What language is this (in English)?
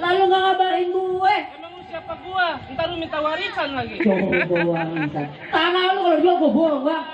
Betawi